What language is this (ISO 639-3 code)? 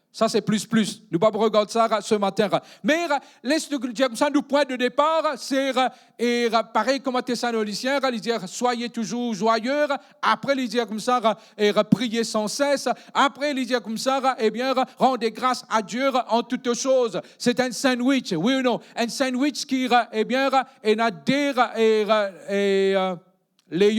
mfe